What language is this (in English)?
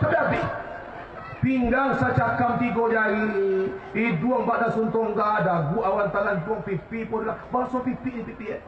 Minangkabau